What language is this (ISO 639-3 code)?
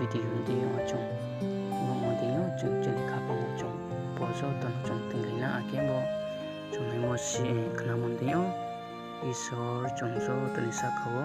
ria